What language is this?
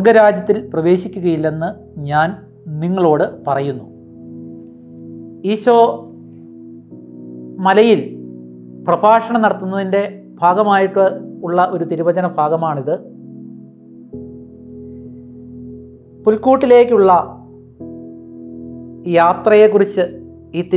Malayalam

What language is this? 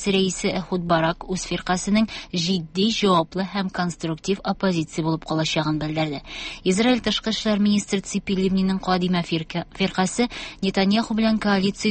Tatar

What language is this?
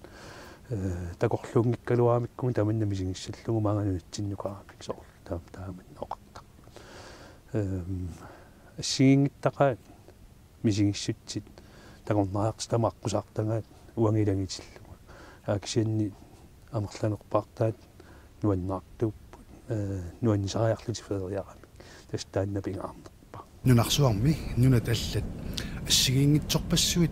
Kalaallisut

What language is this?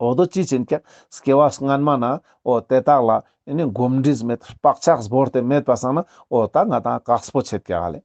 Ladakhi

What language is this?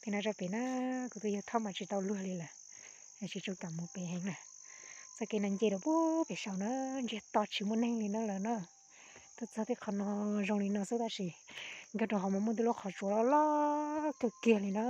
Hmong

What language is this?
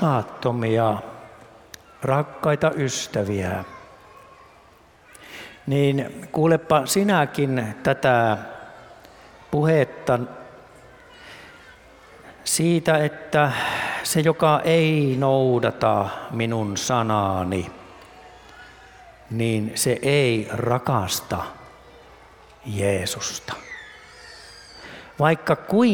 Finnish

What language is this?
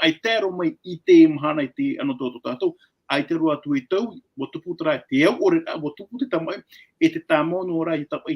Tahitian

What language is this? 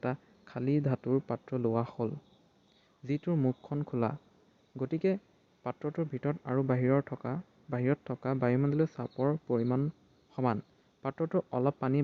Assamese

